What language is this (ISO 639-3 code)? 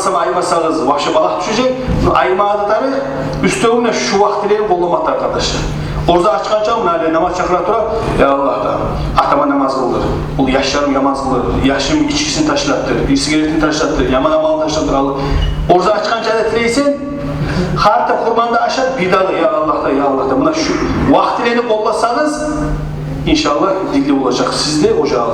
kum